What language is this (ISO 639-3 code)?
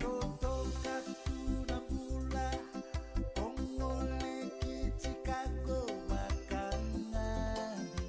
fij